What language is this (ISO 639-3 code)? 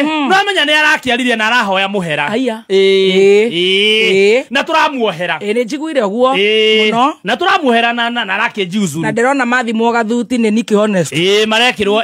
kik